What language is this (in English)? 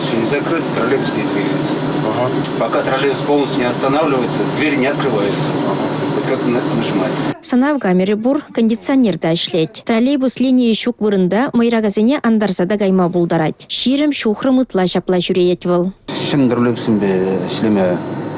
Chuvash